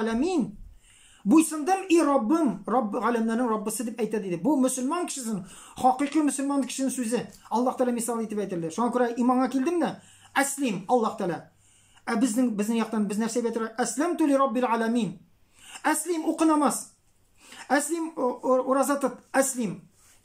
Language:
Tatar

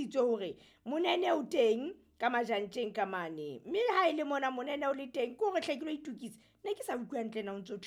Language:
Southern Sotho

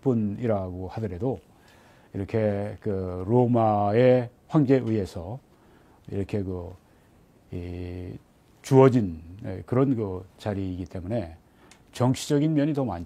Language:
Korean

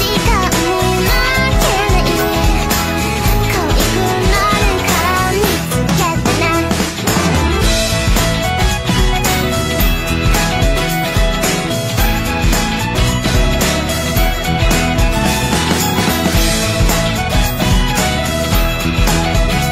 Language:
Japanese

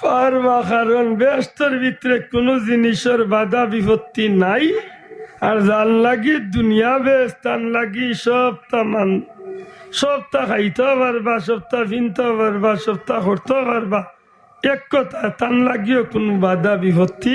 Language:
Sylheti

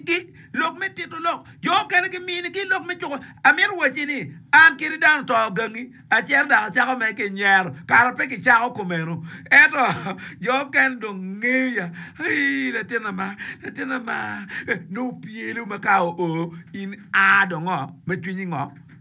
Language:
Acoli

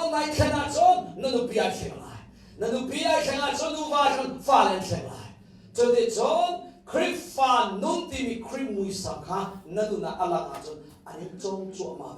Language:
Hakha Chin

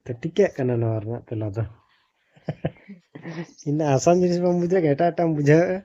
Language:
Santali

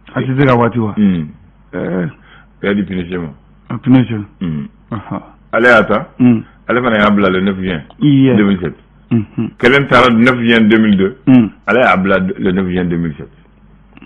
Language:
Bambara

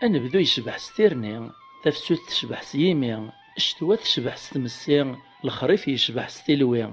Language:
Kabyle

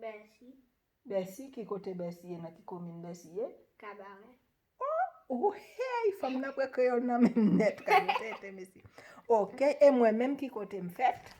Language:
Haitian Creole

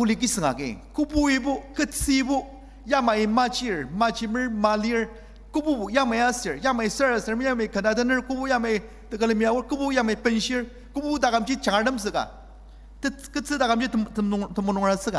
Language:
Ao Naga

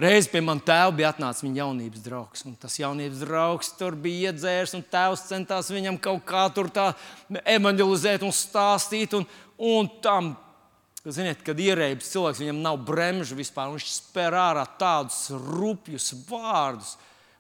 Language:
Latvian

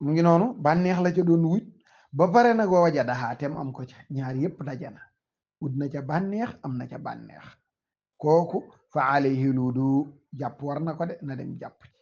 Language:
Wolof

